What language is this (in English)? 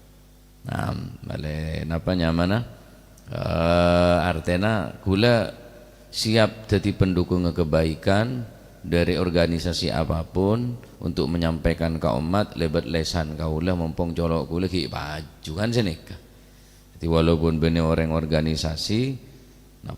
Madurese